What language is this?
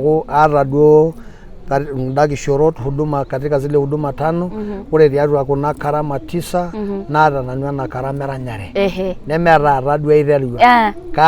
Masai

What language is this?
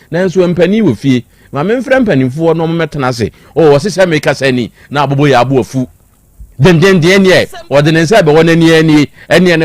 Akan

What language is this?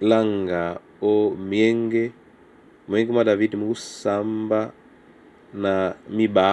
Duala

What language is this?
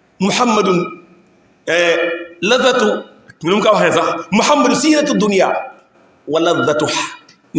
Wolof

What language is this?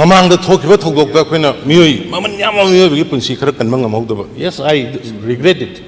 Manipuri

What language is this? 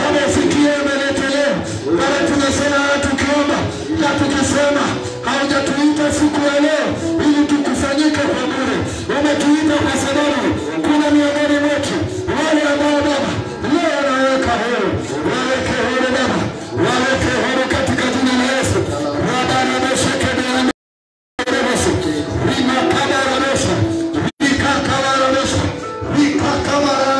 Swahili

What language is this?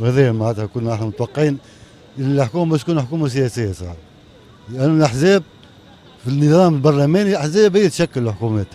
Tunisian Arabic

